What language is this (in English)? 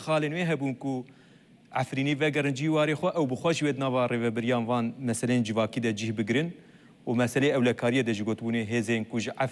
Kurdish